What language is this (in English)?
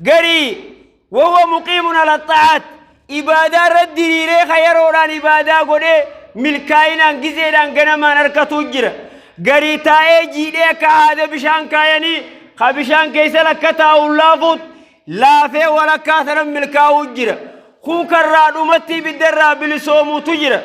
Oromo